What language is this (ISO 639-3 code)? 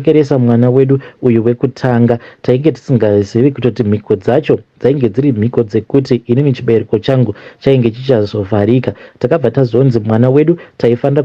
sna